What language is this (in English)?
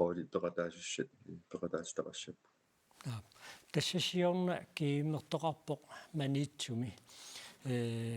Kalaallisut